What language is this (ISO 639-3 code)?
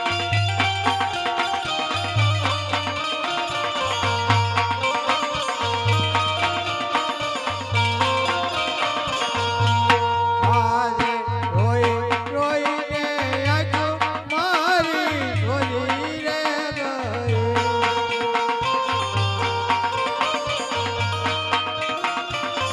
guj